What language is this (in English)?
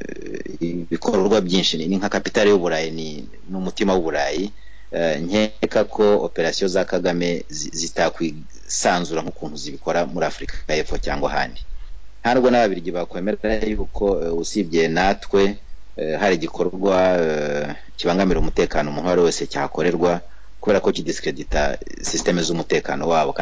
Kinyarwanda